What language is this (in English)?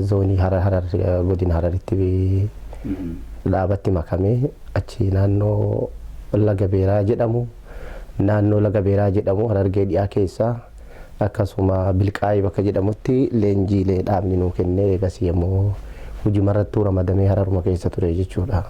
Oromo